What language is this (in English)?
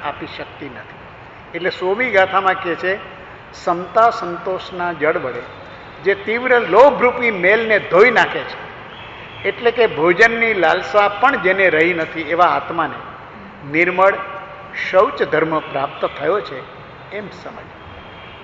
Gujarati